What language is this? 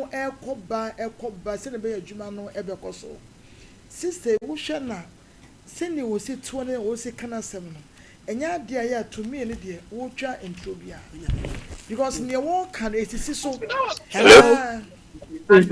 Akan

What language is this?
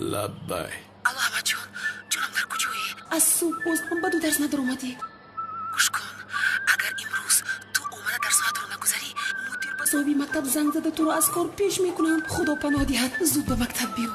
Tajik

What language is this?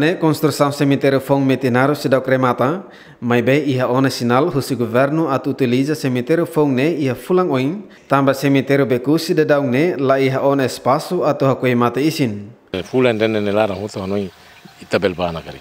Tetum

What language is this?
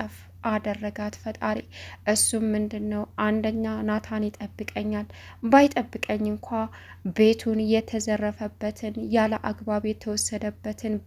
Amharic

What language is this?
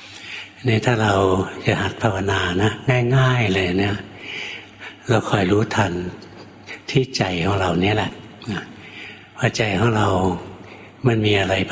Thai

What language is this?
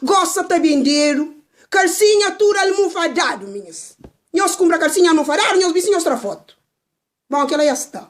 Kabuverdianu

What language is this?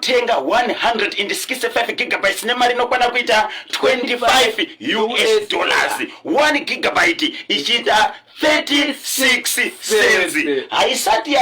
Shona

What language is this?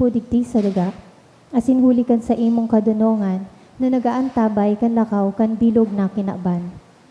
Bikol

